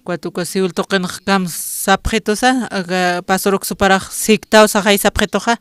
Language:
Aymara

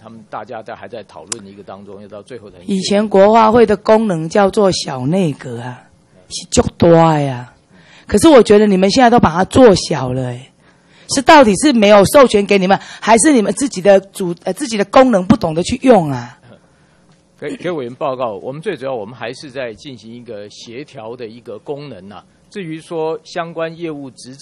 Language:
Chinese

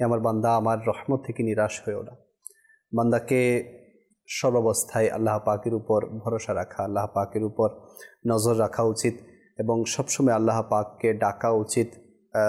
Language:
Bangla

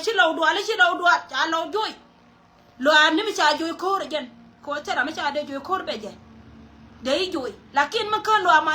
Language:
Nuer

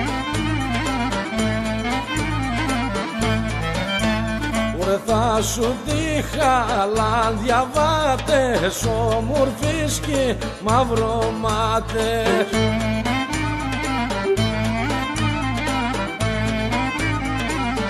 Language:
Greek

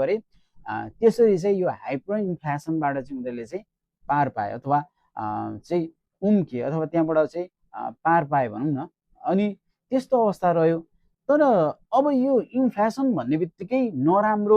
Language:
Nepali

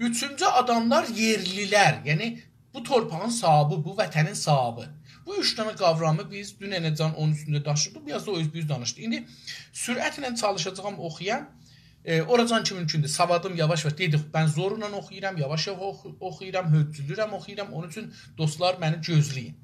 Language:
South Azerbaijani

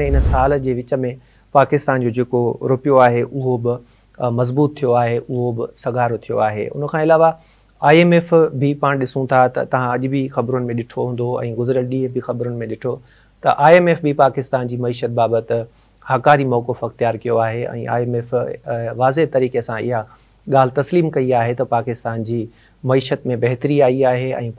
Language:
Sindhi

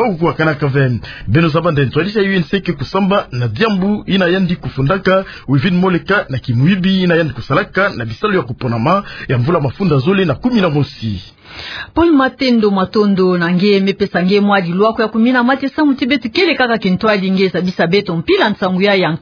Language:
Kituba (Democratic Republic of Congo)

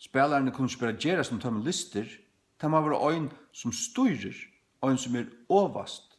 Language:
Faroese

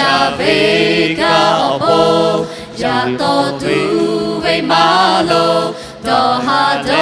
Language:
Lahu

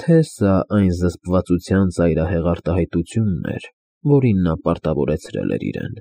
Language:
Armenian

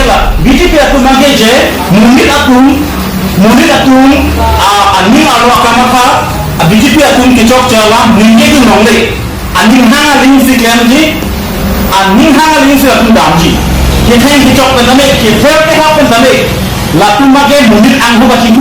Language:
Karbi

